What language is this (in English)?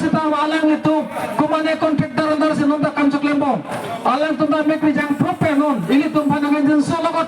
Karbi